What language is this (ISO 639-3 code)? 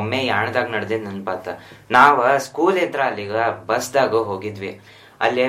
kan